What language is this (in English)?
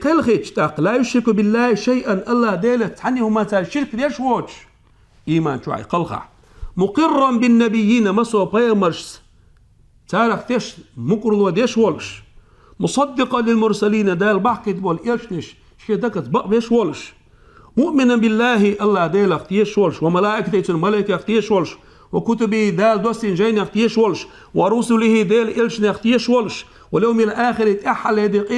Chechen